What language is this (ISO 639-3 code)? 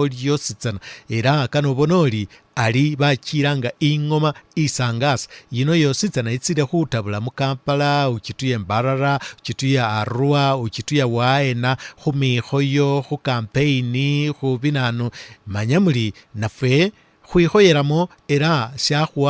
myx